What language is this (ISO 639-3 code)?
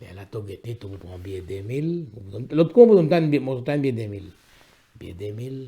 mfe